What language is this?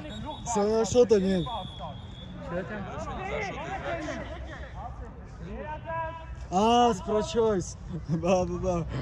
Russian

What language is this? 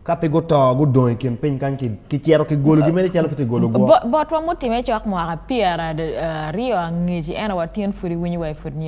Acoli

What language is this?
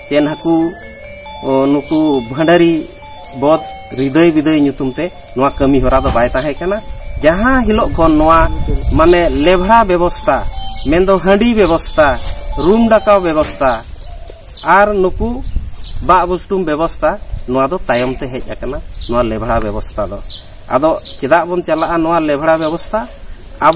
Santali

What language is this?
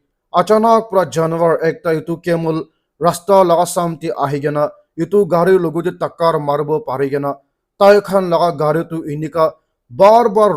Naga Pidgin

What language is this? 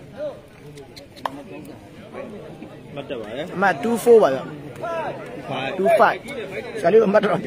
Burmese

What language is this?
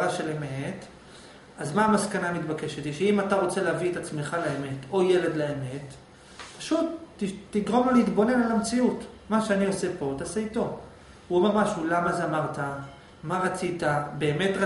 Hebrew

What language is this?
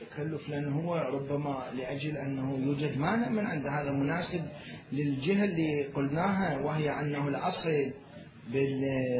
Mesopotamian Arabic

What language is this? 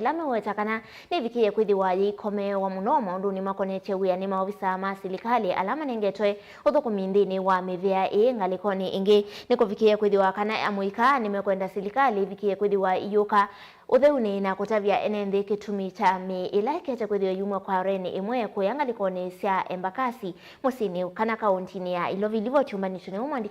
Kamba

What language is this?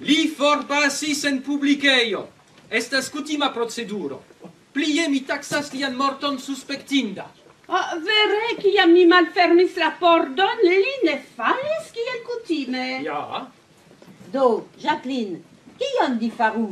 Esperanto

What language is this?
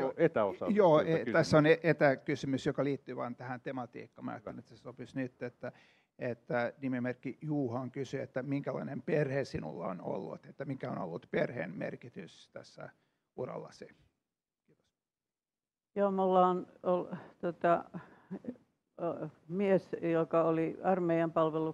Finnish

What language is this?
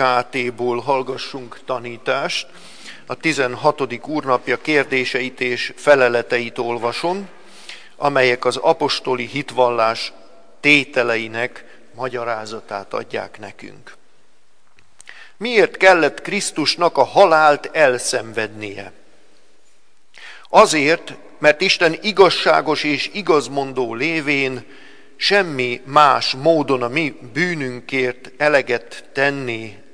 Hungarian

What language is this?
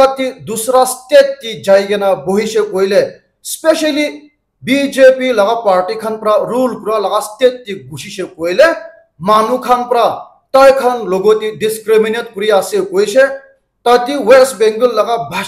Naga Pidgin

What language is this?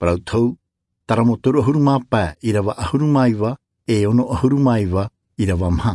Tahitian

